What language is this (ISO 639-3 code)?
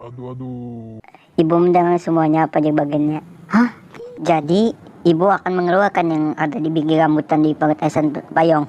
bjn